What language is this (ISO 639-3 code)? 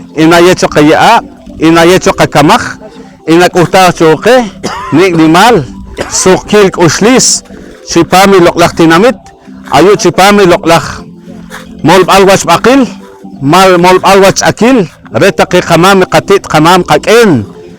poh